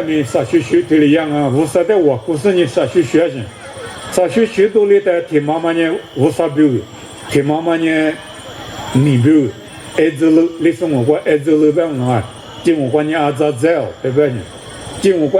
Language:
Lisu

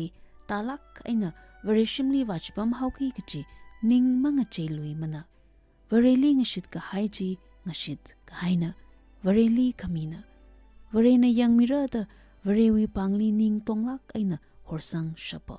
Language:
Tangkhul Naga (India)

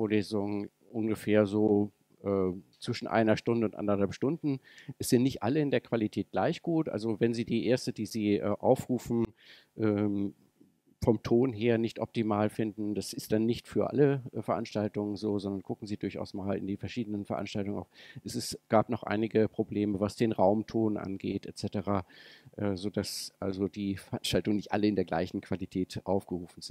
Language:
German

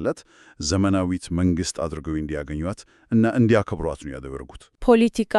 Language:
Amharic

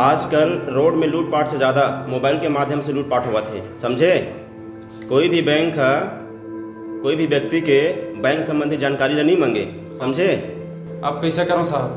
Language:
Chhattisgarhi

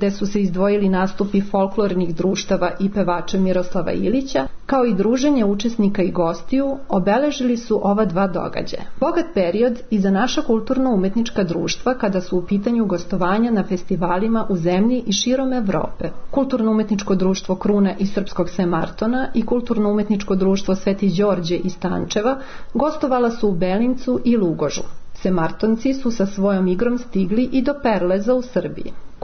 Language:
Serbian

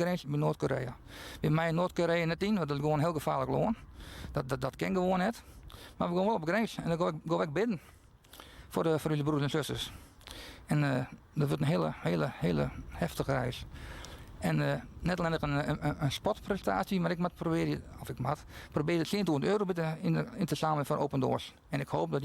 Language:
Western Frisian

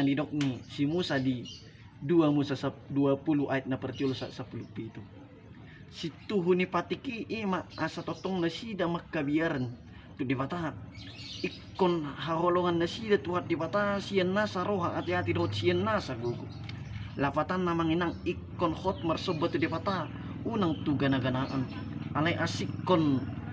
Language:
Batak Toba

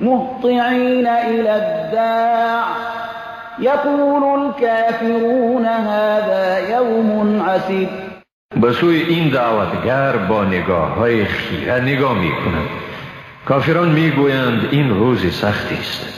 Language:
Persian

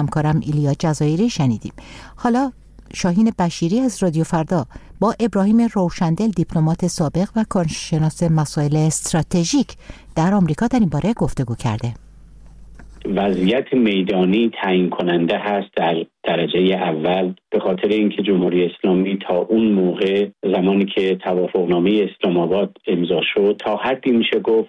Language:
Persian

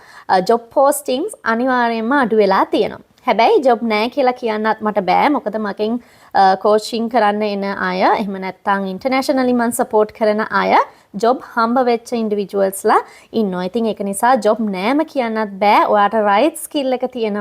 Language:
Sinhala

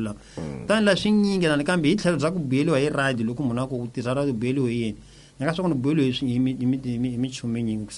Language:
Tsonga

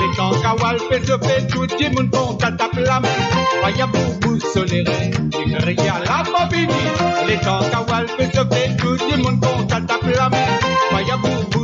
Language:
Morisyen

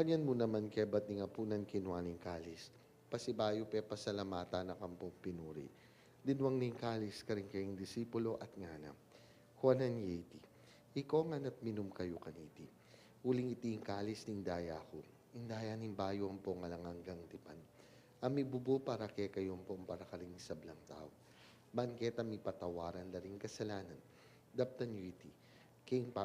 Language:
Pampanga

